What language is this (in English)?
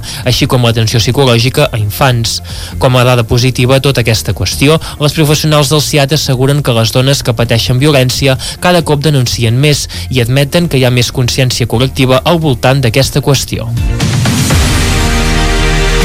Catalan